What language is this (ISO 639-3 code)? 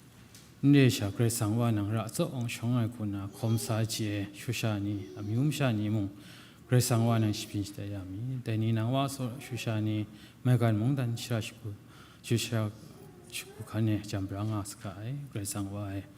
kac